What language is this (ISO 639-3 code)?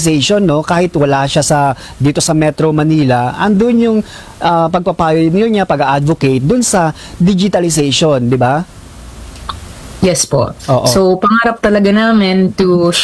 fil